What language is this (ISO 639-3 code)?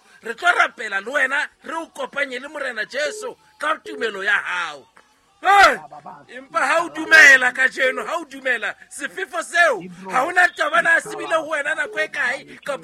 sot